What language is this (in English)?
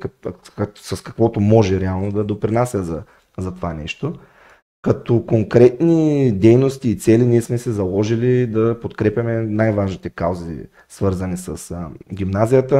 Bulgarian